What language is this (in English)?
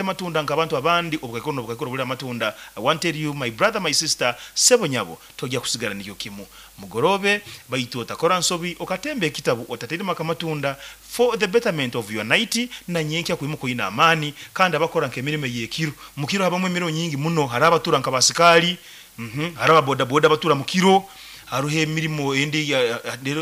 Nyoro